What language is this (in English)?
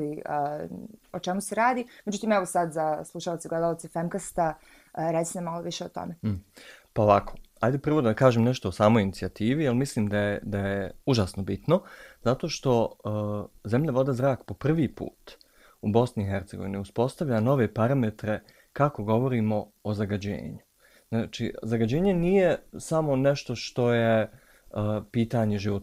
Bosnian